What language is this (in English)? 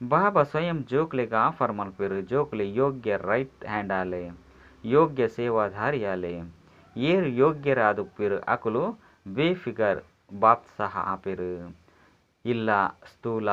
Tulu